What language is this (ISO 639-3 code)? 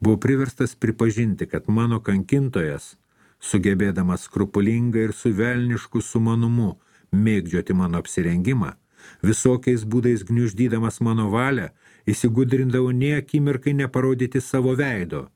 lit